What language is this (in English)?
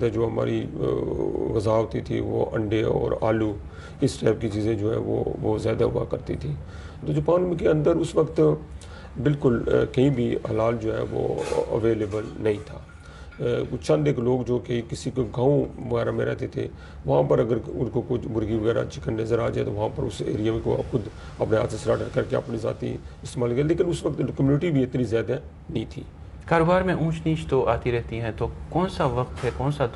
Urdu